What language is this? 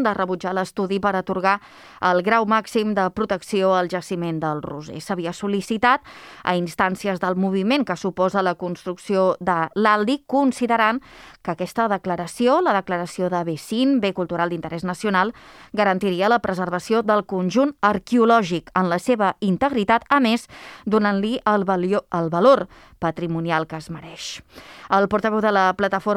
Catalan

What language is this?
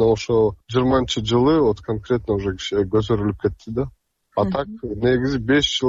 Kyrgyz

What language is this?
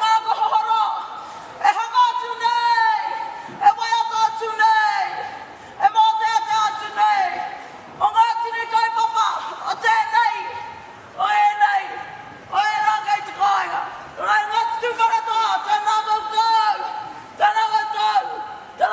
Māori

